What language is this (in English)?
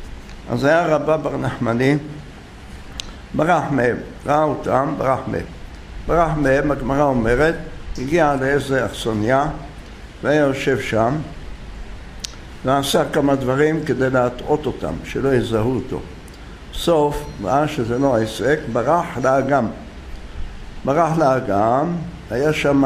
Hebrew